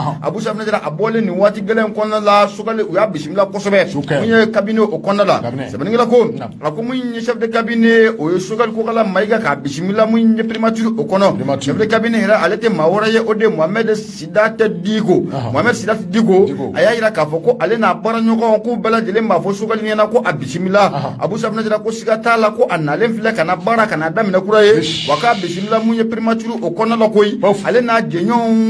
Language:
Bambara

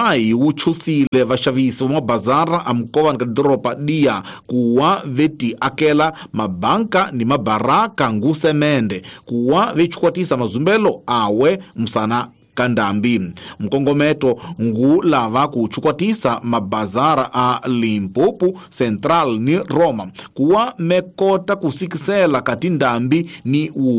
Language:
Tsonga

